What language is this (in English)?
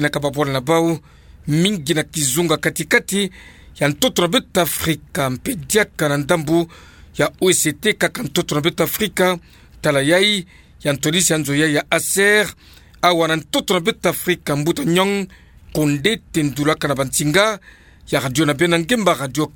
Kituba (Democratic Republic of Congo)